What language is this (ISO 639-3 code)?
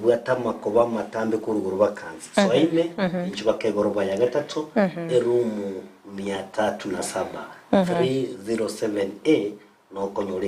guz